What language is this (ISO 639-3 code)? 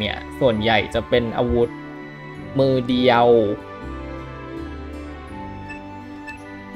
tha